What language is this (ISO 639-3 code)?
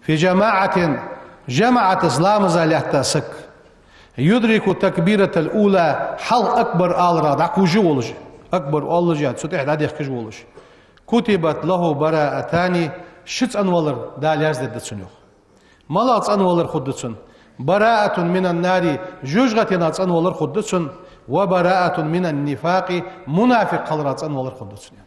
inh